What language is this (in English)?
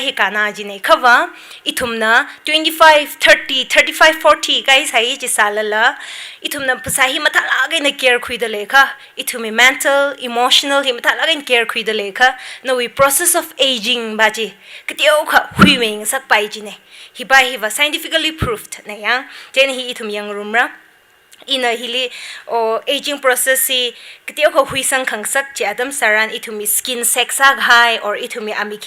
Tangkhul Naga (India)